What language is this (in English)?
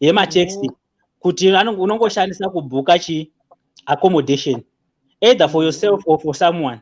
Shona